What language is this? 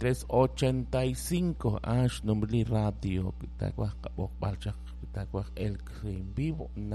Kekchí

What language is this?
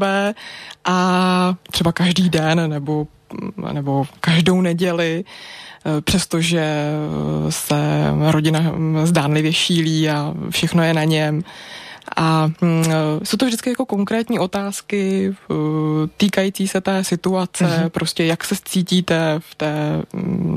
Czech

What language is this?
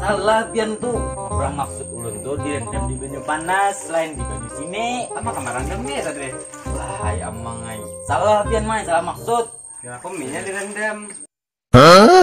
Banjar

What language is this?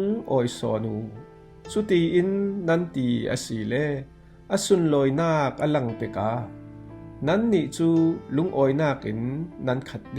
Falam Chin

